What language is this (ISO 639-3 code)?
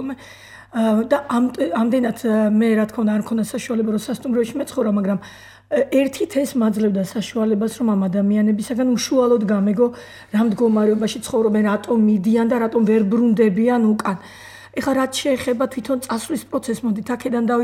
kat